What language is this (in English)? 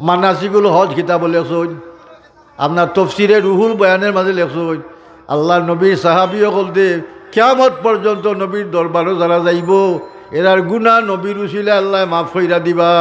Sylheti